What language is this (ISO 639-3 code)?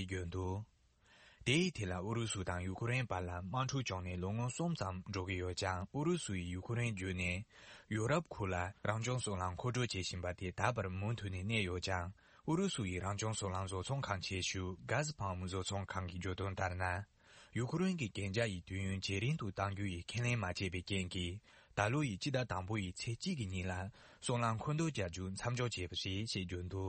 bod